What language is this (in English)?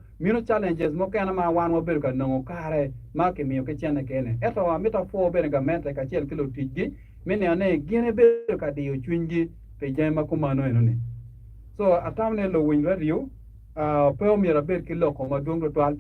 Acoli